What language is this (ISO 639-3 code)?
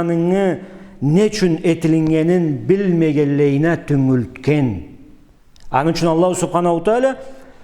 krc